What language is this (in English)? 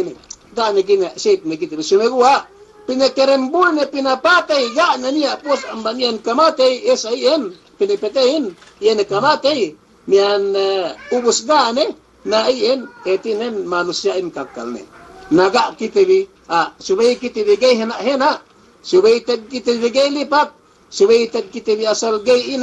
Yakan